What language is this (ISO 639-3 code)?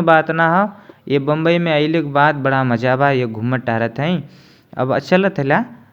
bho